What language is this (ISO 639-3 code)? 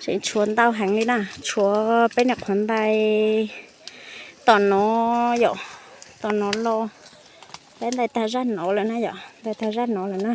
hmn